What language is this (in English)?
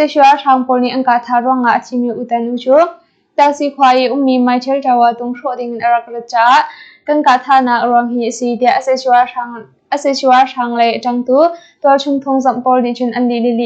Hakha Chin